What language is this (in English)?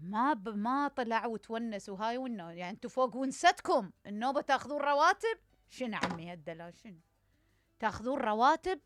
Mesopotamian Arabic